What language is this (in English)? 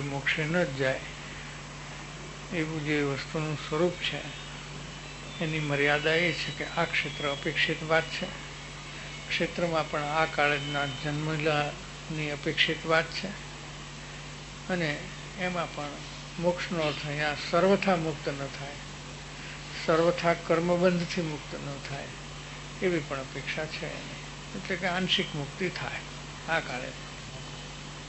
Gujarati